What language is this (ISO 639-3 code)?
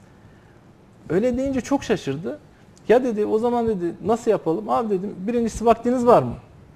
tur